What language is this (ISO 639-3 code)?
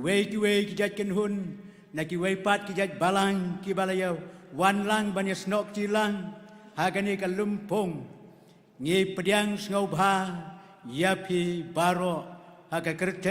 kha